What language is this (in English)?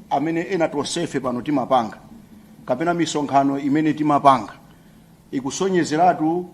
Nyanja